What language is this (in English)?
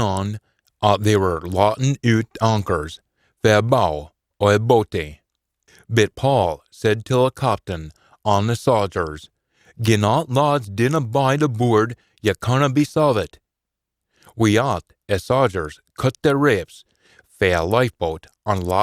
Scots